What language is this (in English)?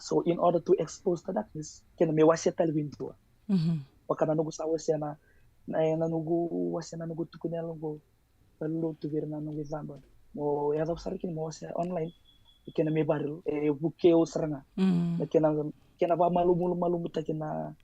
Fijian